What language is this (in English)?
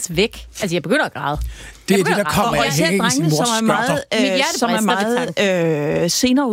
Danish